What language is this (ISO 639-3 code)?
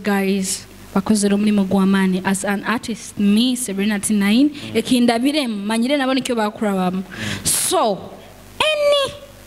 nyo